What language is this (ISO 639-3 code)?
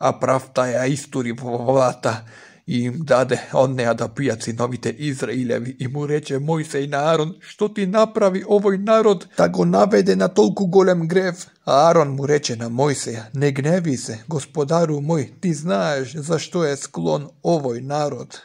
mkd